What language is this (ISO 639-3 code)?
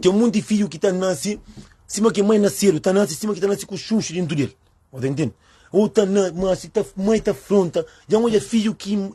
kea